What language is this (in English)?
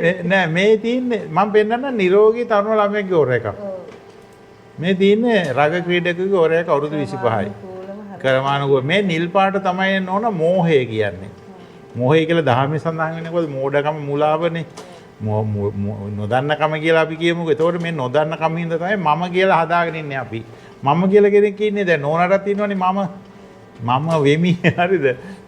Sinhala